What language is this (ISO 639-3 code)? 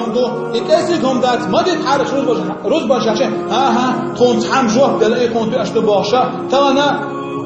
che